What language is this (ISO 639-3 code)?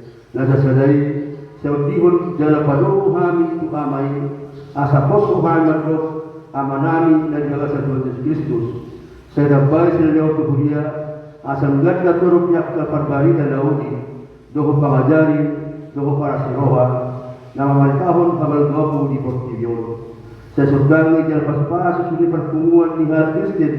bbc